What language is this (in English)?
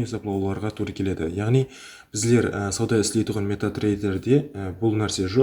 Kara-Kalpak